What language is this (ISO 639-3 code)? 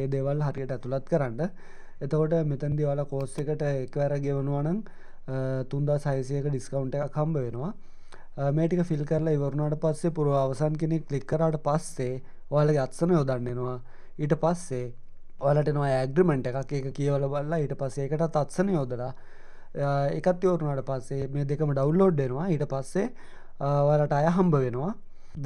sin